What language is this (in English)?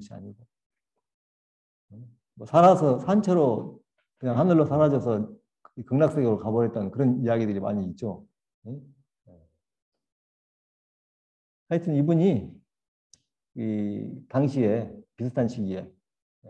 Korean